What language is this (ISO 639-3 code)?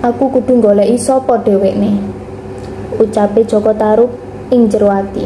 jav